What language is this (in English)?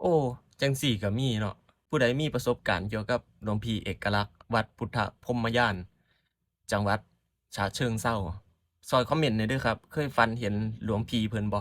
Northeastern Thai